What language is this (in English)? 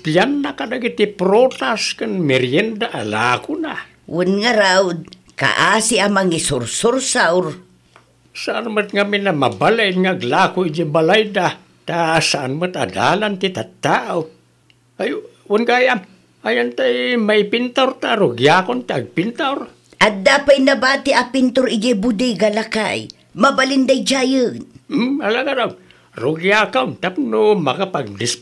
Iloko